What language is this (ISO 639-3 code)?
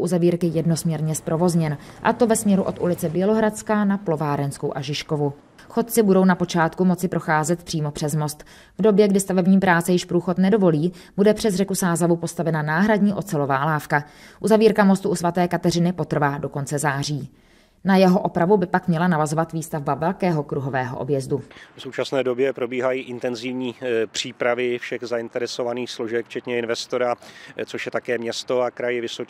ces